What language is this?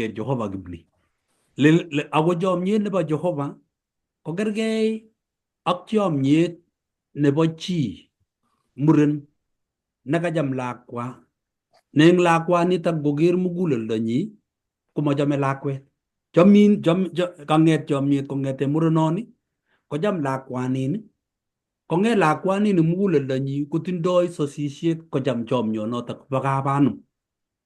Kalenjin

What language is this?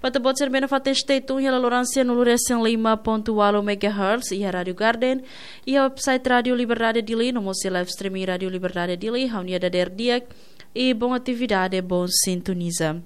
Tetum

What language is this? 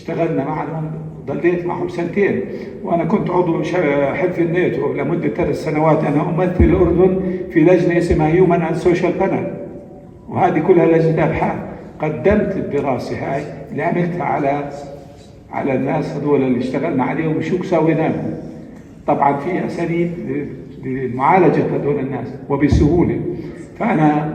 North Levantine Arabic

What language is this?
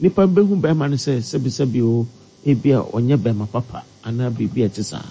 Akan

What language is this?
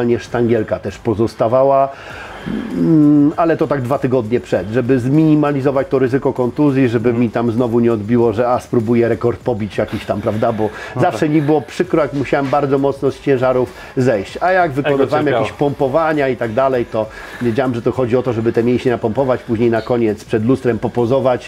Polish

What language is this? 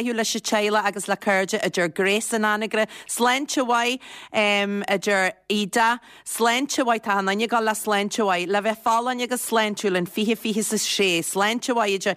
Irish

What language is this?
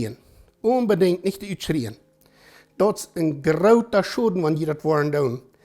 Plautdietsch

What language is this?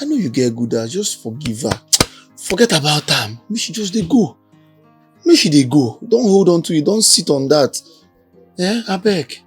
Nigerian Pidgin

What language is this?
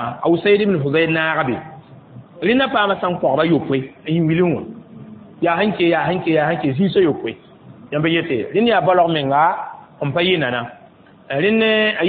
Mossi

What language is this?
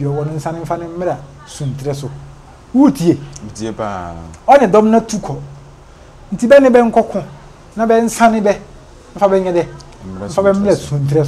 Akan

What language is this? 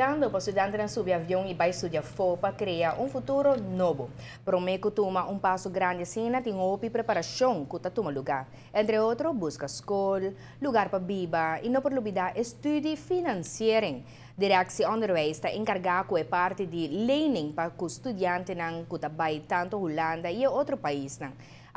Papiamento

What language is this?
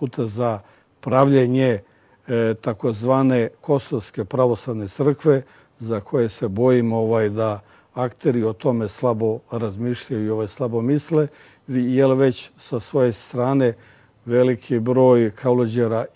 Serbian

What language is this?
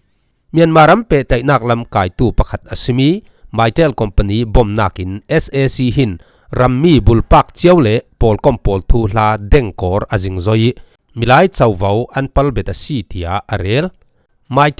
Falam Chin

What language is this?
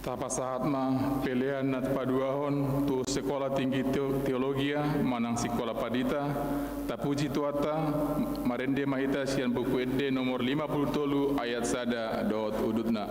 Batak Toba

